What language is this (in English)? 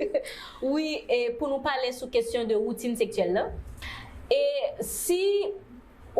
Haitian Creole